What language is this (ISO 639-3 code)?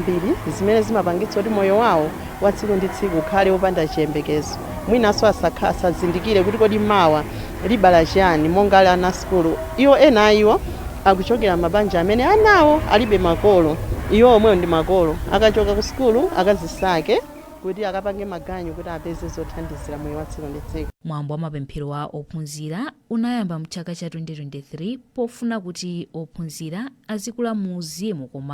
nya